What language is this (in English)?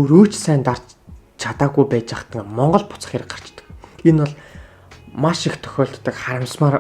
Mongolian